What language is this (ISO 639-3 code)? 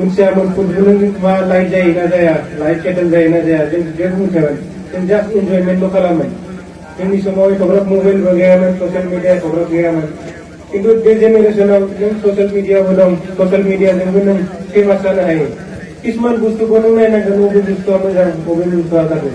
brx